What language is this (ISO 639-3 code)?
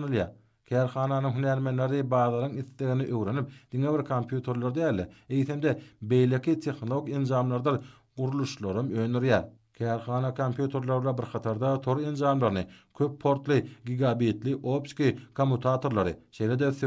tuk